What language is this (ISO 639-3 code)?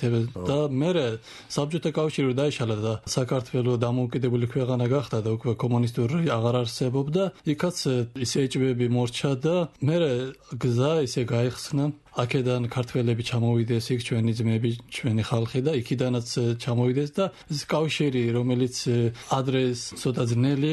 kat